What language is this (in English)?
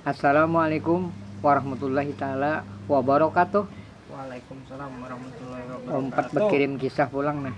Banjar